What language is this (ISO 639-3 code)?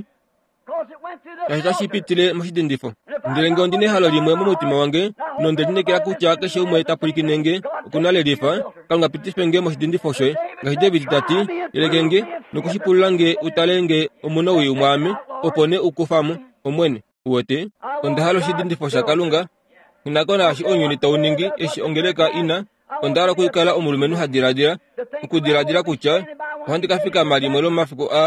kua